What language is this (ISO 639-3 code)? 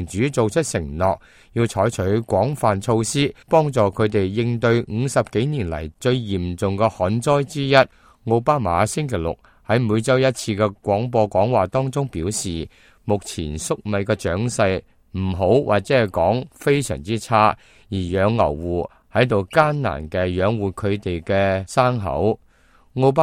yue